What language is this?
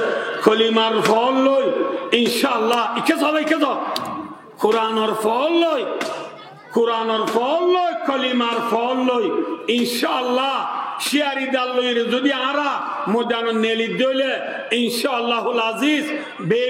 Rohingya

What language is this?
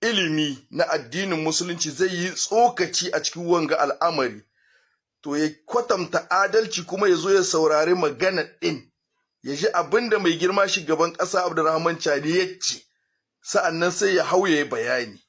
Hausa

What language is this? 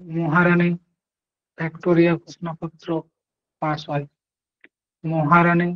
Santali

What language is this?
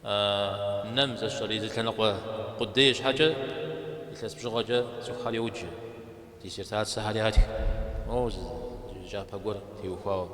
Kabardian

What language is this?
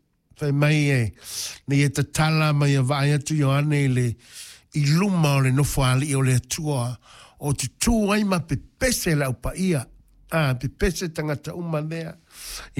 Samoan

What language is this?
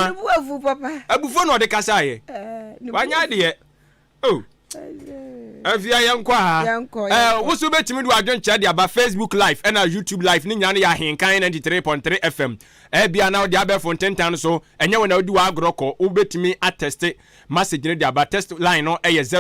Akan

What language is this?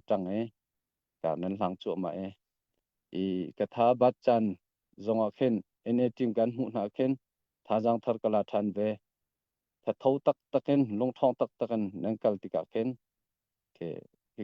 Hakha Chin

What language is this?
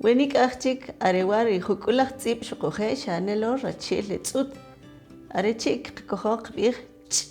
Kʼicheʼ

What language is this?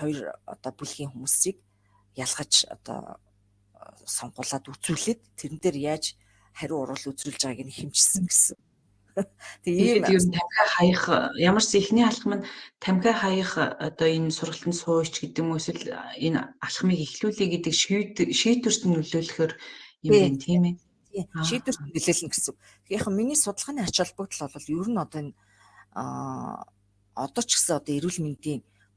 Mongolian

